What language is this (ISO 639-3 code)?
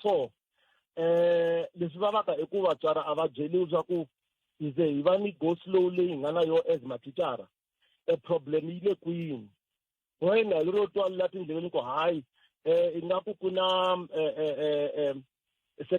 tso